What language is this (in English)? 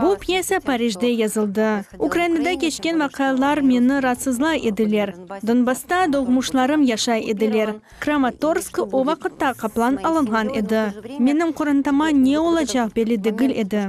Crimean Tatar